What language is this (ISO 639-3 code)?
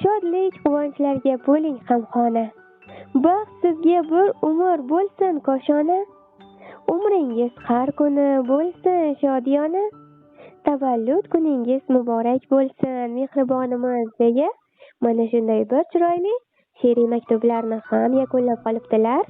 uzb